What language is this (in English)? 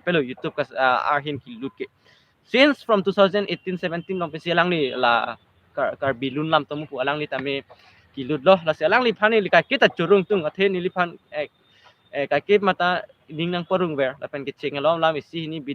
Karbi